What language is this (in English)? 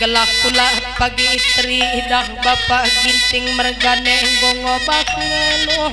Batak Karo